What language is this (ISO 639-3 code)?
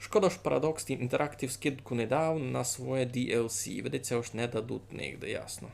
rue